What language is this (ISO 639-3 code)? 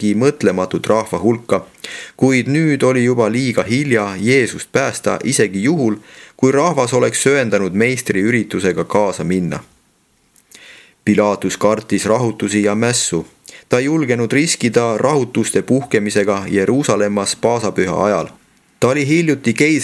est